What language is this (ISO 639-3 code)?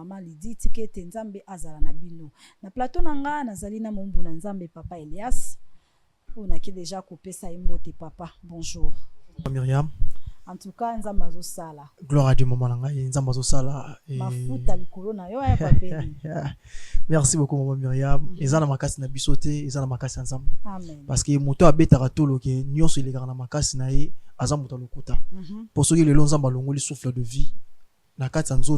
lin